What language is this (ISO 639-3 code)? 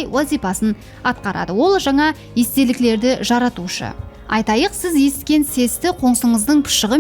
kaa